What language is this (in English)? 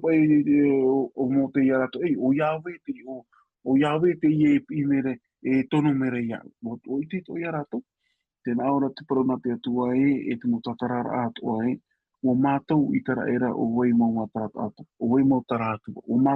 Tahitian